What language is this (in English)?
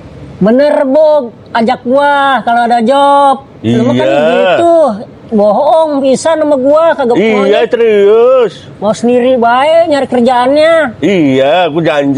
Betawi